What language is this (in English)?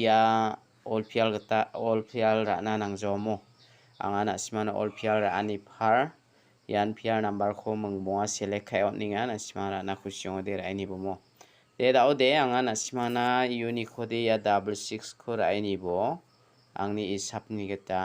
Garo